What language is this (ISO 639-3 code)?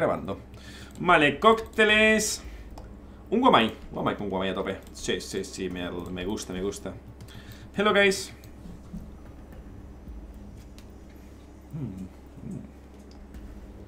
spa